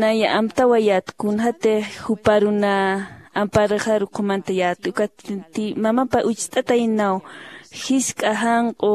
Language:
Aymara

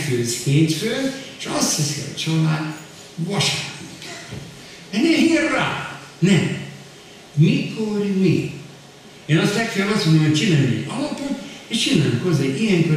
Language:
Hungarian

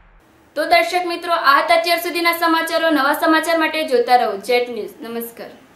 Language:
Gujarati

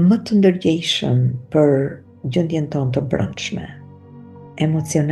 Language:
Albanian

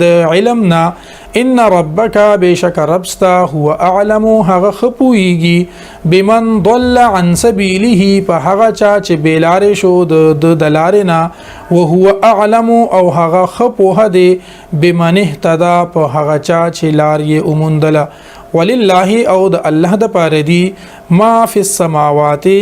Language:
Pashto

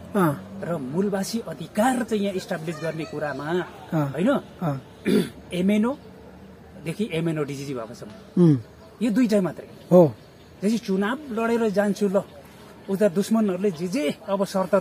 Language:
Nepali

